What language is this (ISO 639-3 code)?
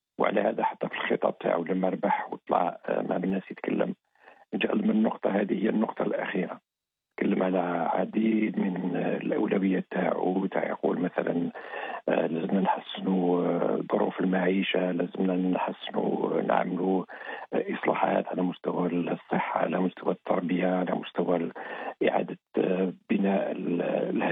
arq